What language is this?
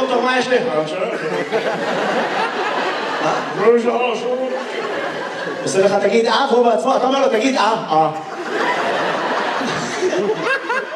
Hebrew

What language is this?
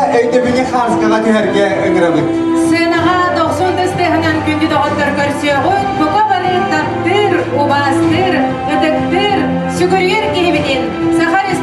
Yakut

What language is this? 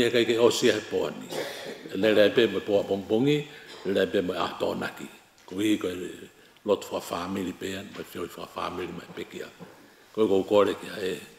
Tongan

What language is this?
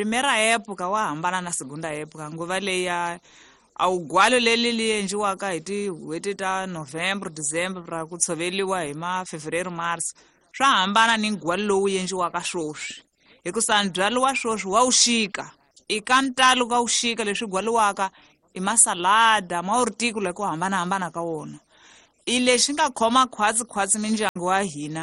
Tsonga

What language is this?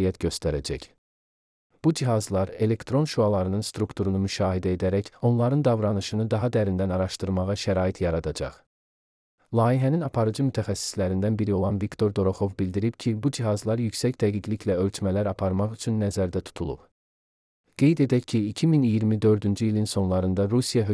Azerbaijani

